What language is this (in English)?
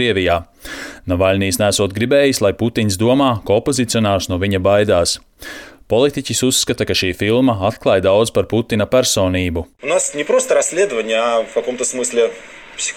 Latvian